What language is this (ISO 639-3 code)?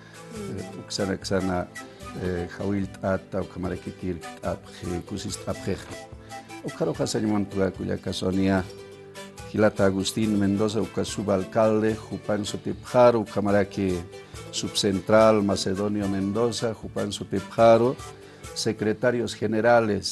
aym